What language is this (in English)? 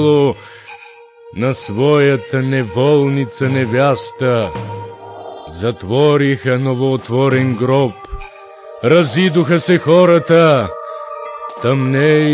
Bulgarian